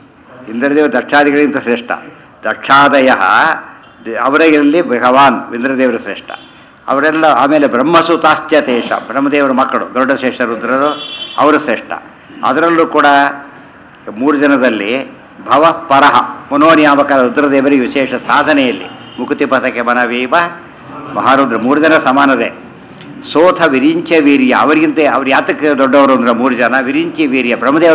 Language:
Kannada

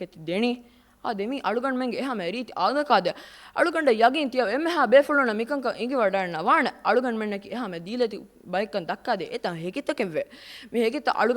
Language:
Divehi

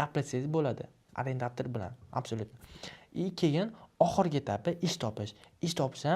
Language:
Uzbek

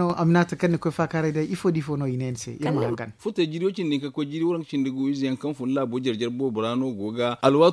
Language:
Zarma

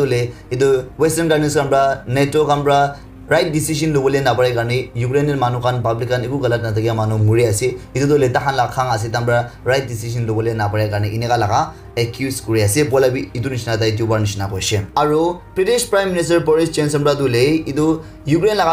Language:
Naga Pidgin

